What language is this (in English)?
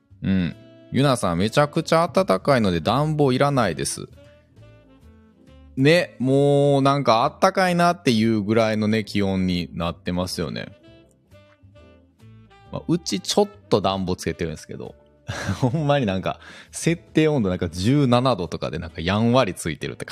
Japanese